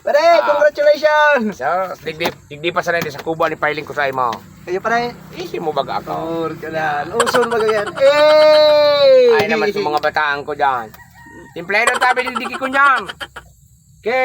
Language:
Bikol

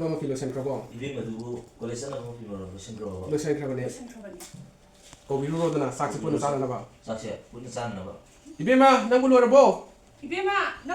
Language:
Manipuri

